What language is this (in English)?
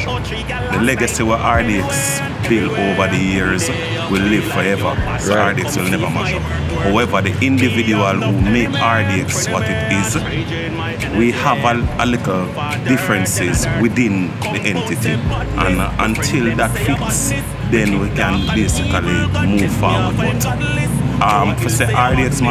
Jamaican Creole English